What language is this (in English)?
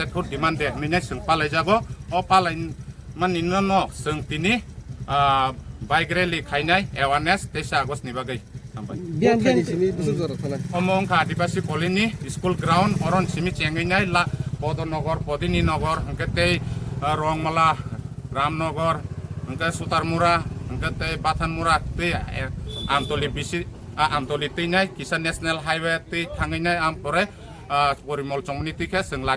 Kok Borok